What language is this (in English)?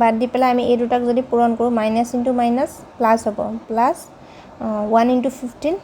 Assamese